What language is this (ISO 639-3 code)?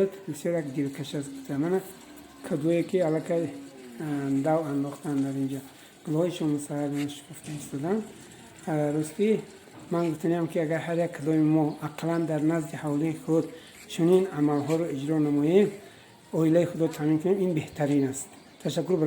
tgk